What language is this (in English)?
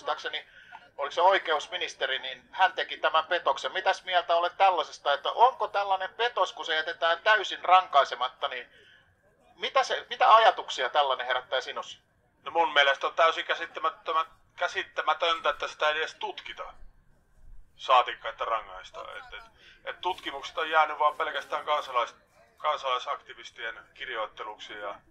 Finnish